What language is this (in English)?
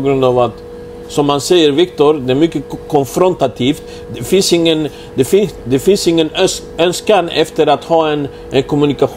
Swedish